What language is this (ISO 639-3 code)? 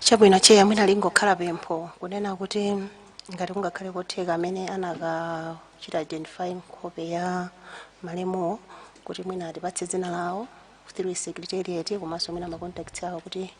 nya